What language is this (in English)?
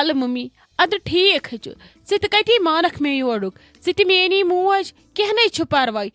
Kashmiri